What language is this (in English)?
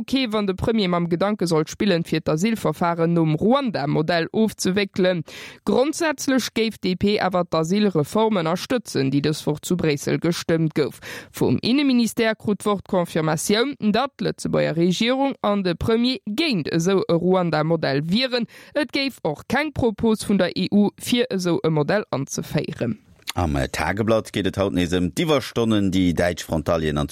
Luxembourgish